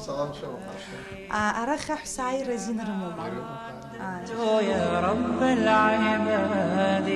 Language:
Abkhazian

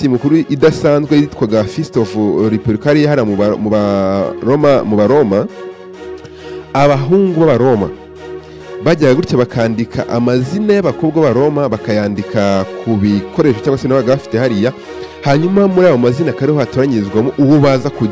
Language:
Kinyarwanda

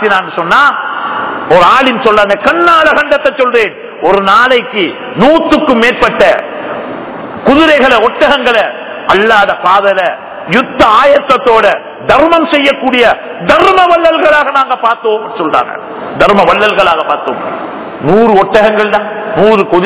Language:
Tamil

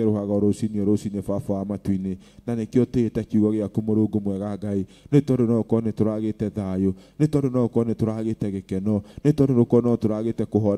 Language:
Kikuyu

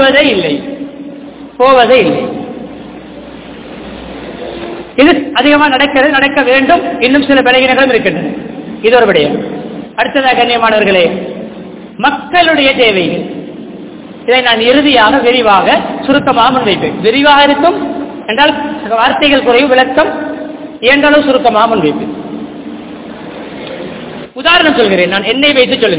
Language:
Tamil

